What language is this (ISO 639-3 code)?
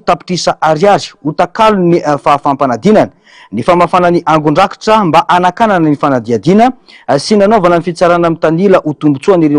mlg